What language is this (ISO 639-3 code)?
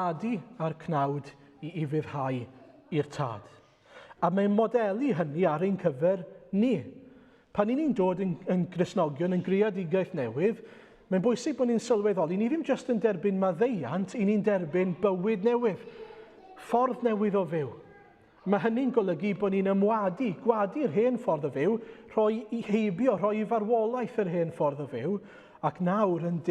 cym